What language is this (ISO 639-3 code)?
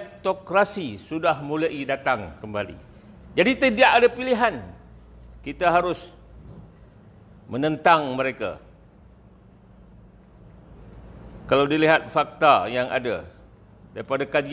msa